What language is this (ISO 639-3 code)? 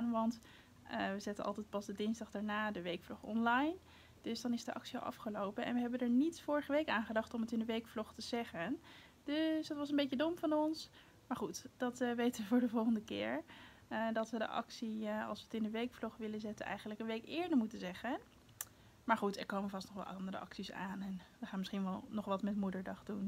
nld